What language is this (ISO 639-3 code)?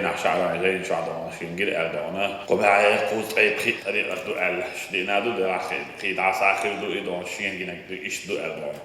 che